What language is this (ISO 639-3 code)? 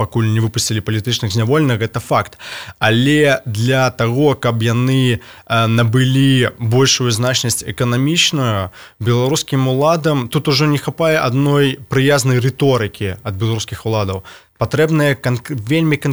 bel